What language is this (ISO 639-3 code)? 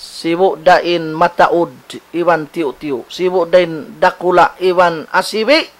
tsg